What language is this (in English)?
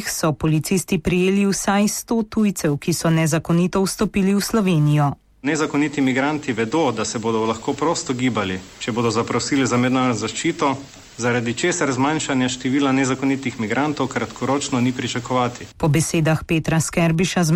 Slovenian